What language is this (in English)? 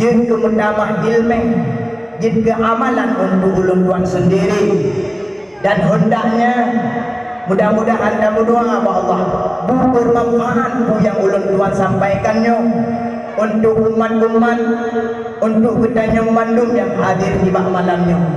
Achinese